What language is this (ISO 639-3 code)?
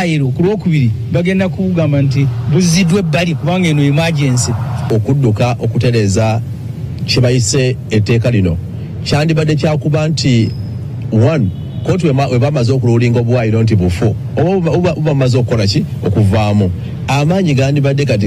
lug